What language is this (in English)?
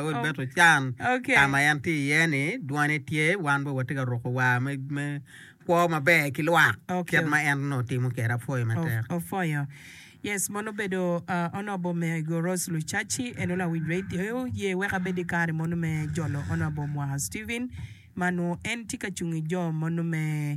Acoli